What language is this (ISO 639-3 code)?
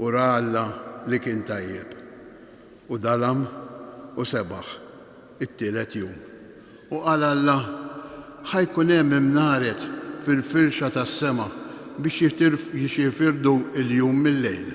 mlt